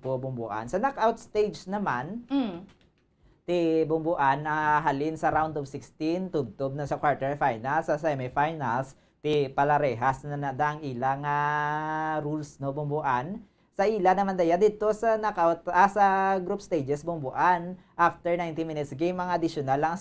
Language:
Hiligaynon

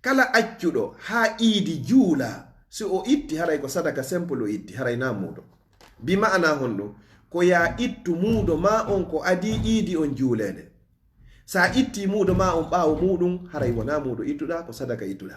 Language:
Fula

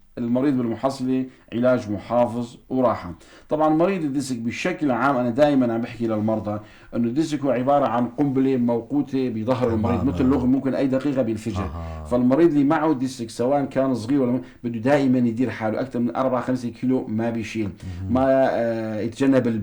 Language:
North Levantine Arabic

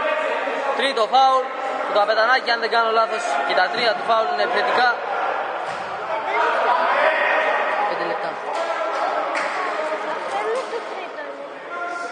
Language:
Greek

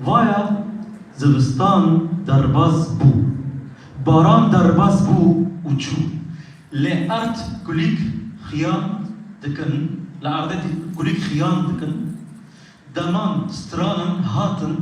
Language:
Kurdish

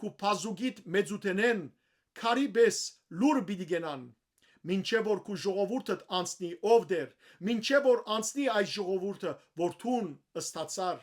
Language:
Western Armenian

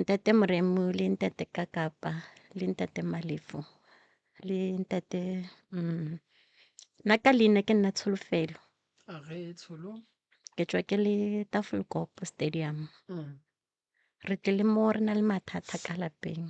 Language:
Northern Sotho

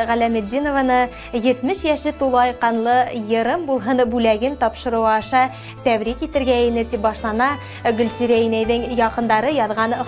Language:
Bashkir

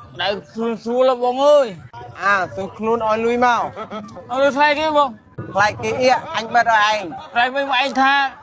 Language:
Khmer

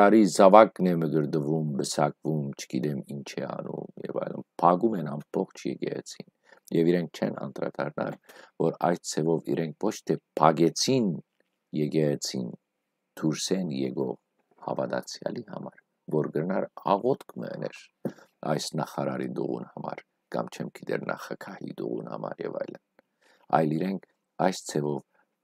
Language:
Western Armenian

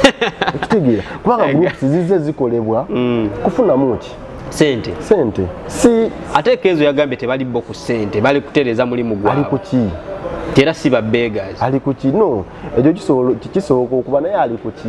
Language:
Ganda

